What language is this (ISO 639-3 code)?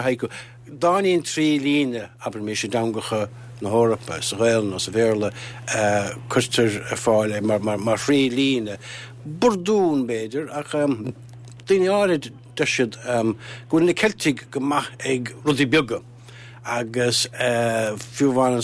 gle